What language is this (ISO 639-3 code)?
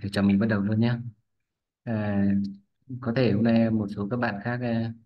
vie